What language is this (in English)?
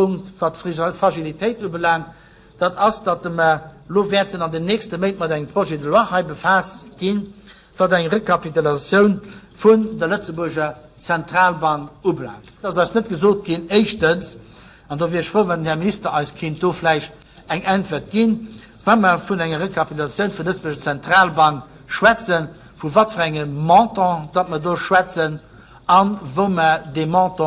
Luxembourgish